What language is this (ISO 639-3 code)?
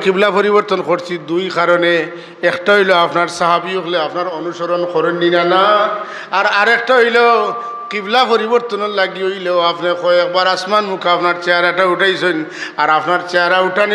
syl